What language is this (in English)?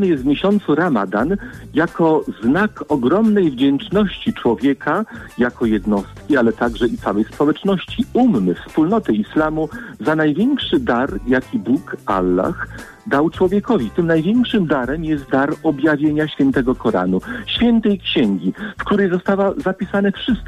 Polish